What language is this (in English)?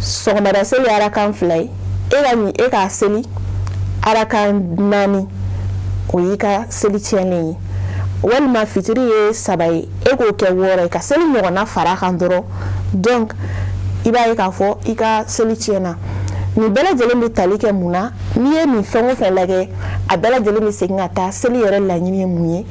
Bambara